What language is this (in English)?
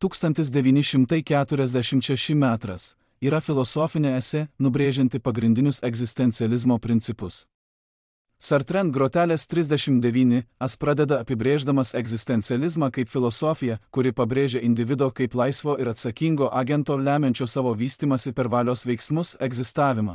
Lithuanian